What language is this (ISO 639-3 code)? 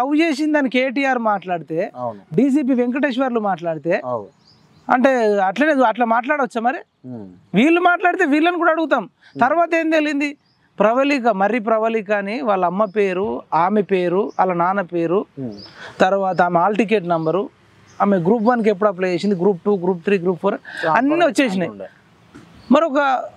tel